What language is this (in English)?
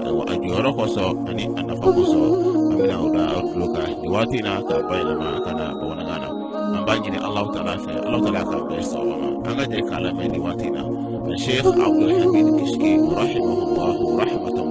Bambara